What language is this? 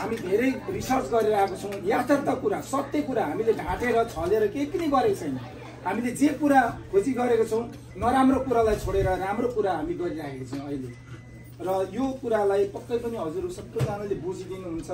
Nepali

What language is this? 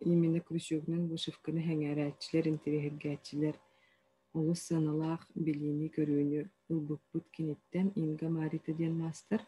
Yakut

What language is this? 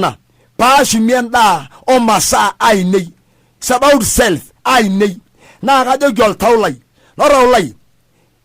Masai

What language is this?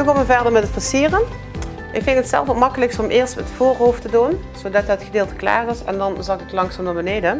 Limburgish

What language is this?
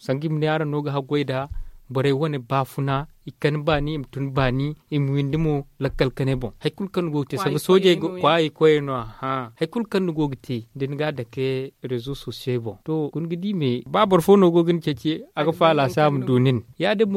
Zarma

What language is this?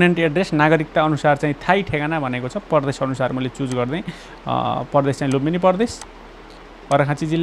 Nepali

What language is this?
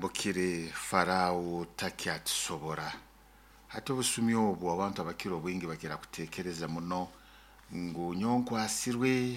Nyoro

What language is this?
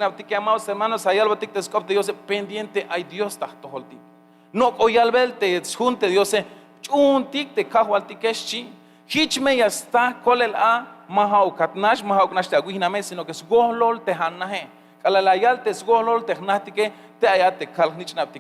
Tzeltal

